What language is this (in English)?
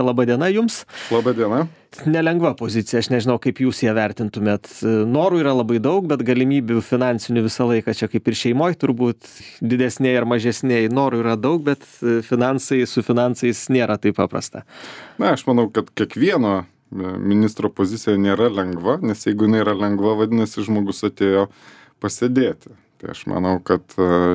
Lithuanian